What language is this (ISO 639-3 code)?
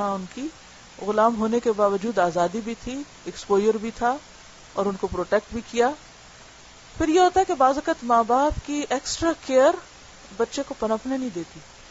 urd